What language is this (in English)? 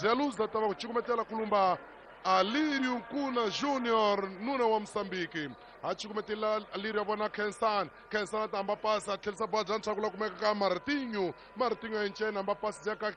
Tsonga